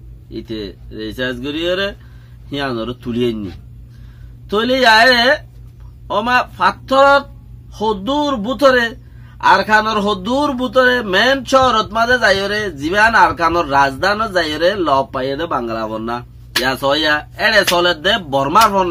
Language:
Rohingya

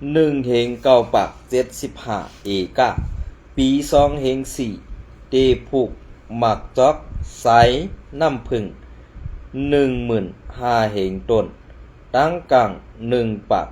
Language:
Shan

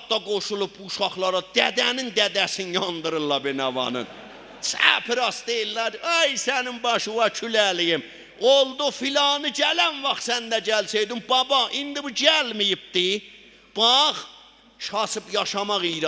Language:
South Azerbaijani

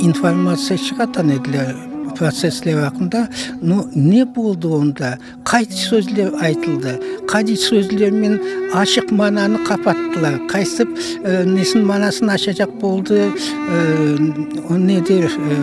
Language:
Crimean Tatar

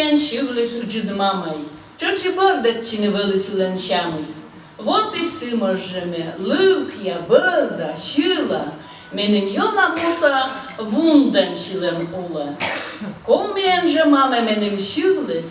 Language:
Komi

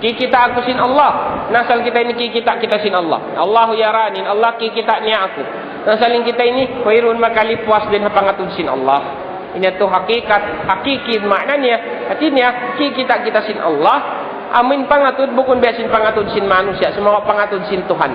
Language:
Tausug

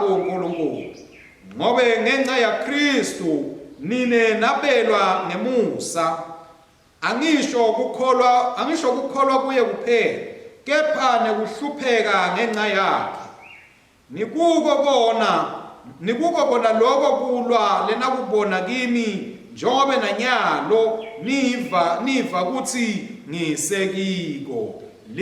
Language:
Swati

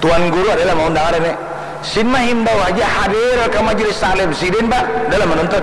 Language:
Banjar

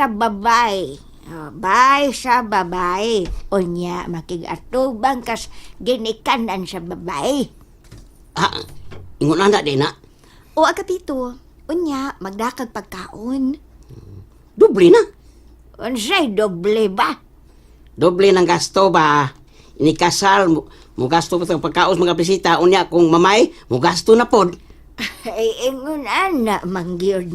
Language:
Cebuano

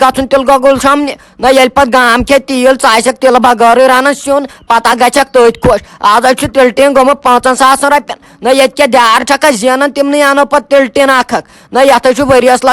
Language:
Kashmiri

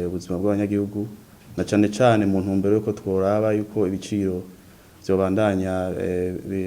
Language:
Rundi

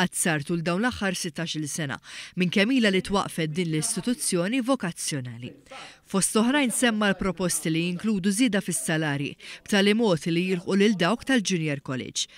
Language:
Maltese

